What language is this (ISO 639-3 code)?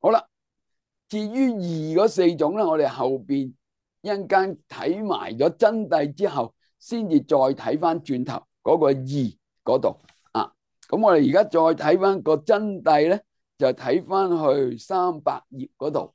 yue